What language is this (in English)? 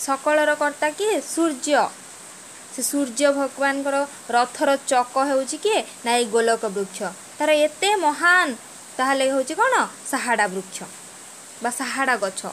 Odia